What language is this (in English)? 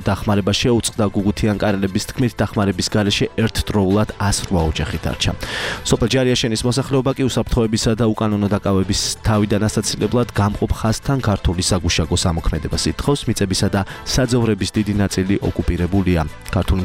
Georgian